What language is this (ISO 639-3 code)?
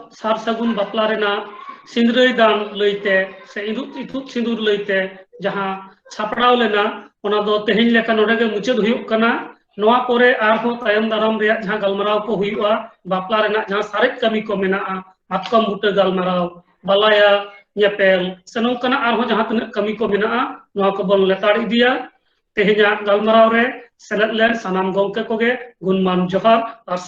sat